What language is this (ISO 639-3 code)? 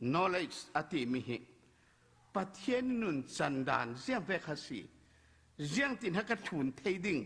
cfm